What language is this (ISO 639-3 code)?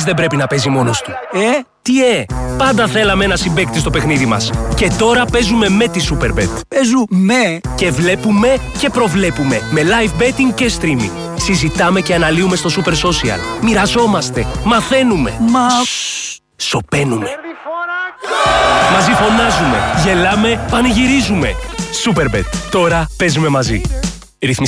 ell